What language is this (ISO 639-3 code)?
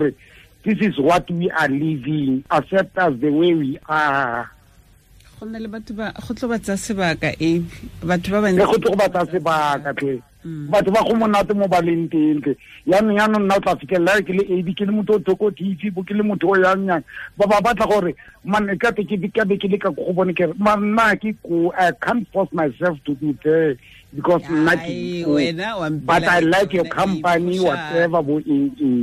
tsn